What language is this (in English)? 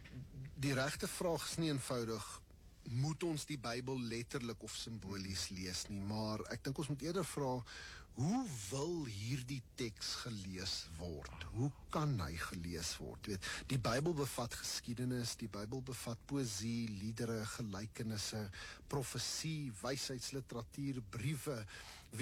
Afrikaans